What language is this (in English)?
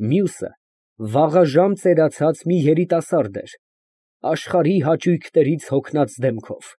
Armenian